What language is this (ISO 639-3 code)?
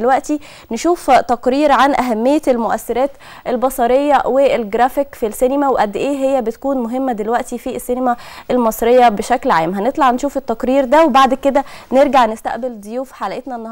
arz